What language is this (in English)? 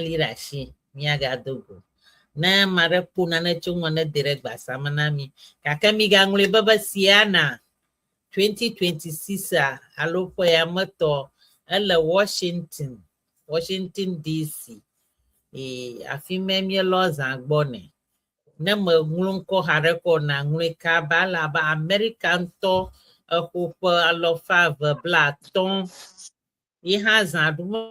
Ewe